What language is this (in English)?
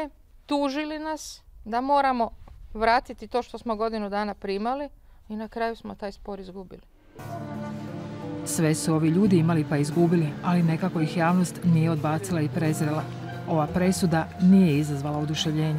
Croatian